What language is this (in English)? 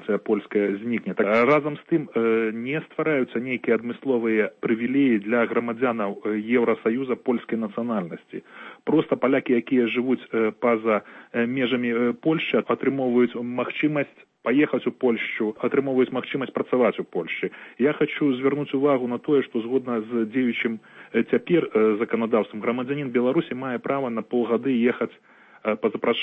Belarusian